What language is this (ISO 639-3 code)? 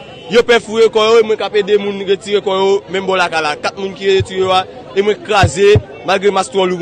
hat